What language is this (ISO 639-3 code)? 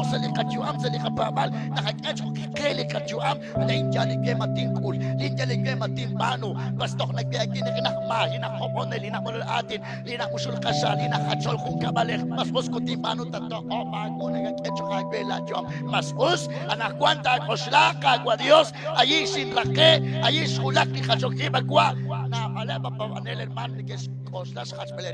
kek